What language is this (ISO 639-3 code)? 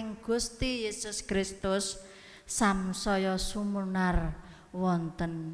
jav